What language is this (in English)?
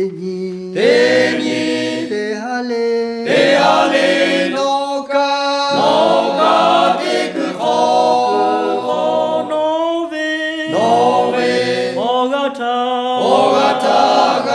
Lahu